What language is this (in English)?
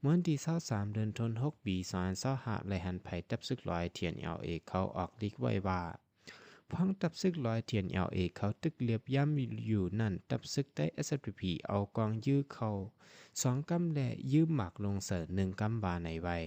Shan